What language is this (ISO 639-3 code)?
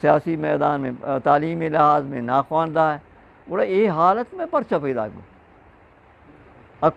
bgp